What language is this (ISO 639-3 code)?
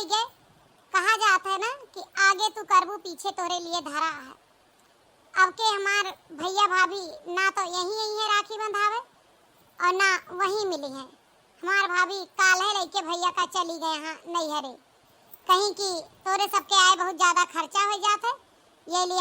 awa